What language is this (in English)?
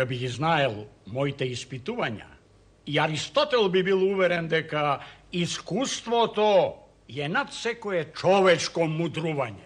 Macedonian